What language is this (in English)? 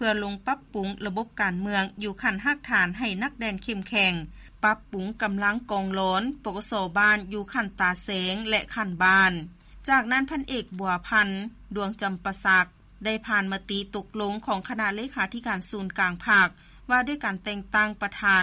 Lao